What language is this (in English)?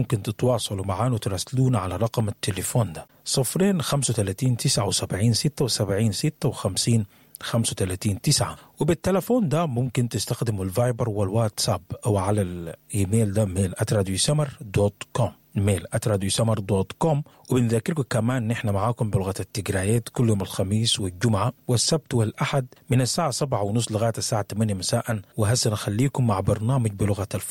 Sudanese Arabic